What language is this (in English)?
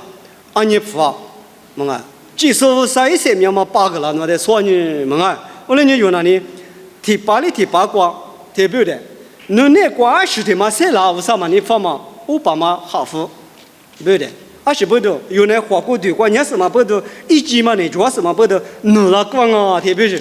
Lisu